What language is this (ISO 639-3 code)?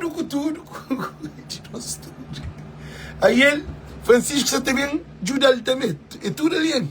kea